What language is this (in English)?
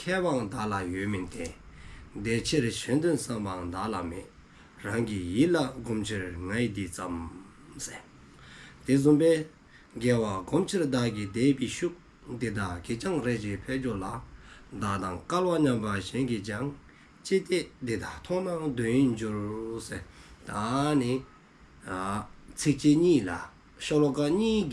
Dzongkha